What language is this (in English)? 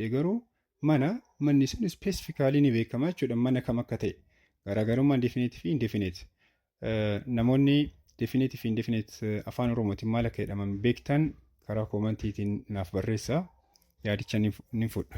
Oromo